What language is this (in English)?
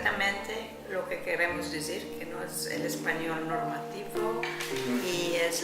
Ladino